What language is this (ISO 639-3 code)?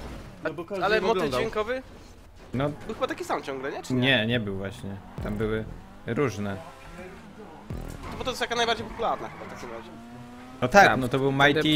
pol